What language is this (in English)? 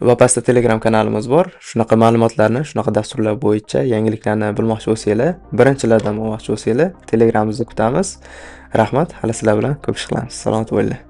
Uzbek